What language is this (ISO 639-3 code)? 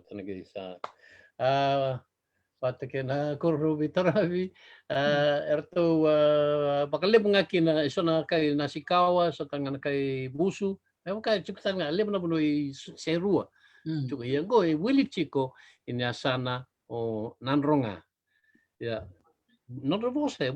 fij